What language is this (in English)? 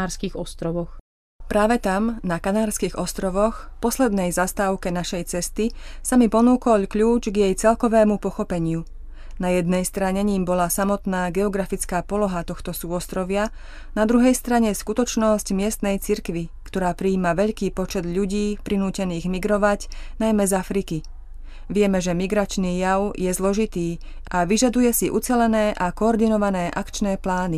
Slovak